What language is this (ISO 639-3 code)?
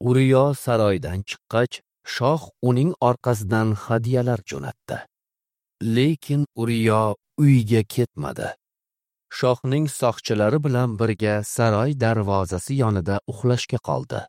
uzb